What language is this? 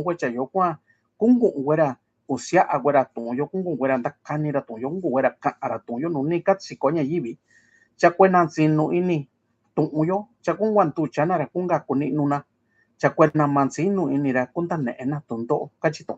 Mixtepec Mixtec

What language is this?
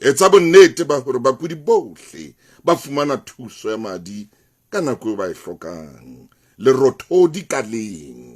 Southern Sotho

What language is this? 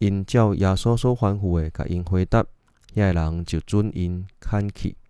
Min Nan Chinese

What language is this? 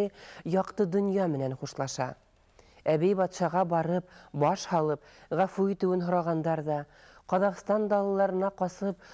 Bashkir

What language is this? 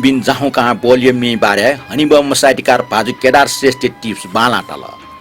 Newari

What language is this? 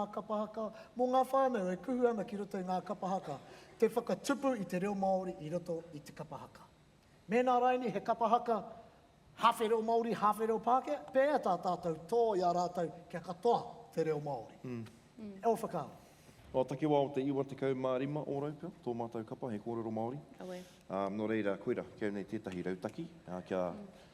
Māori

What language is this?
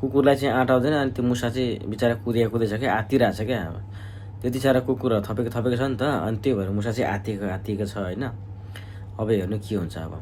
Nepali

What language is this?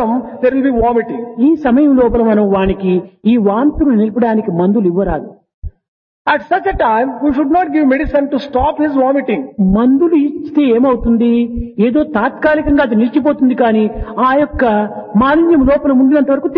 Telugu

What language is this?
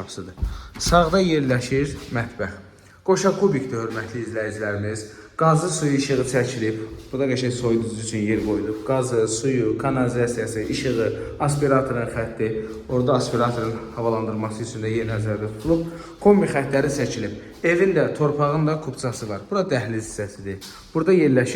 Azerbaijani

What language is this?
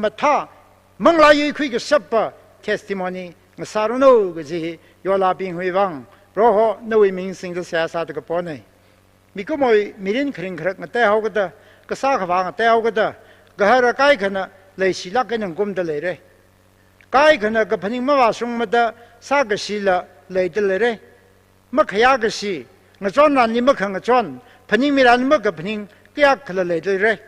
Tangkhul Naga (India)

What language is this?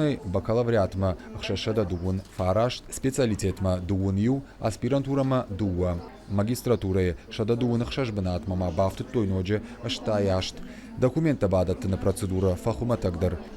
Ossetic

